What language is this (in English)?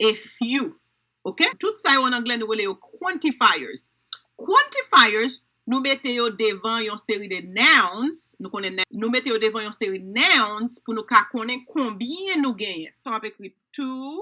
Haitian Creole